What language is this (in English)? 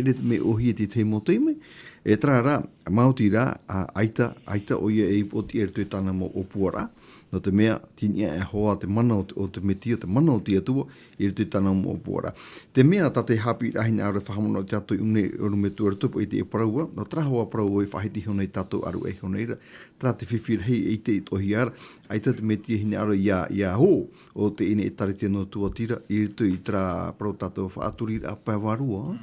Tahitian